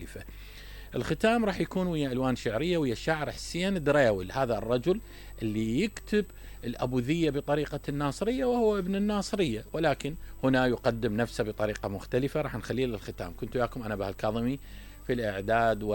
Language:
Mesopotamian Arabic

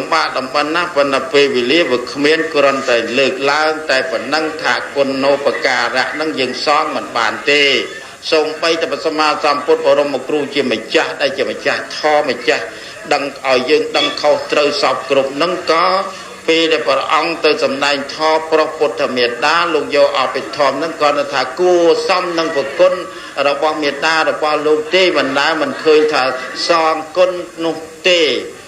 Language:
Khmer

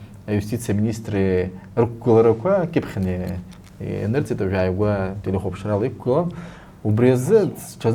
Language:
Abkhazian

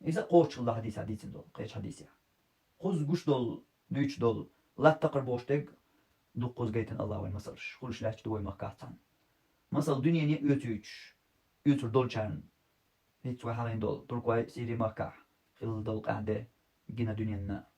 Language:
Chechen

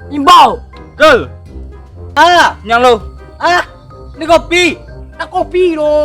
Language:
Minangkabau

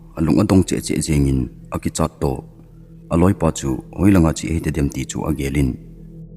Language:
Thado Chin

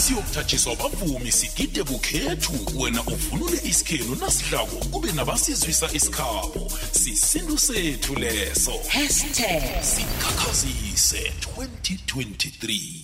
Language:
South Ndebele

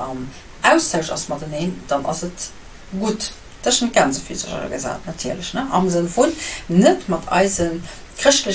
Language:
Luxembourgish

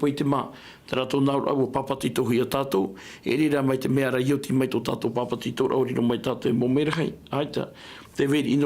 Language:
Tahitian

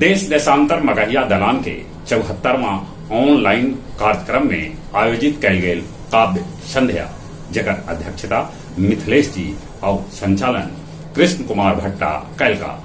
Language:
Magahi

